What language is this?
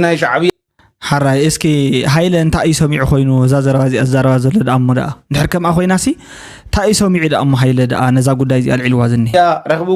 Tigrinya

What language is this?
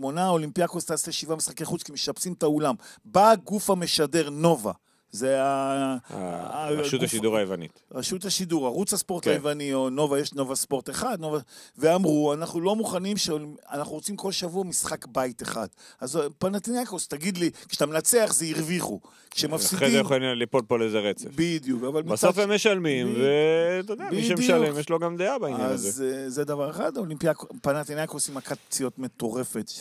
Hebrew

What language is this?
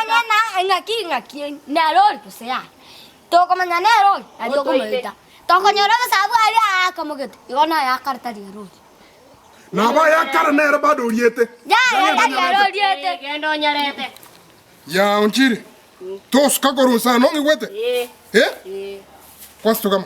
Gusii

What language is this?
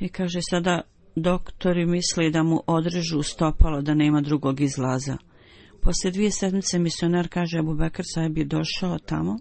Bosnian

